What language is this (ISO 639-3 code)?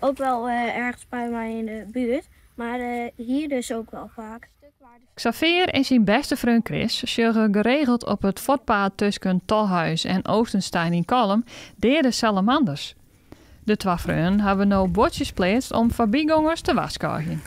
fry